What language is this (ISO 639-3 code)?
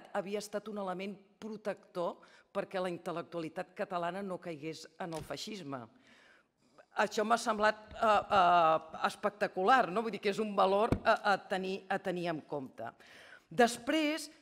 cat